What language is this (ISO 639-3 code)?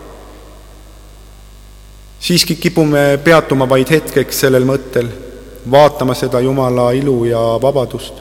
est